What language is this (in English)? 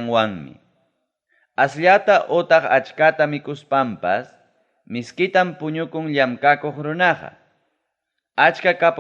Ayacucho Quechua